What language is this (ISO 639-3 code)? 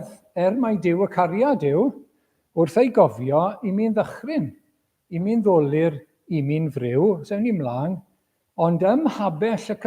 cym